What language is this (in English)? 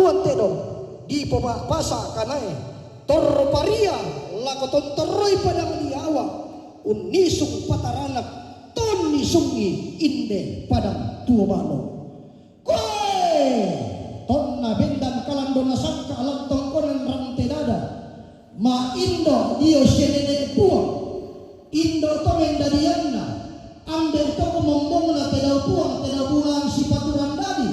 Toraja-Sa'dan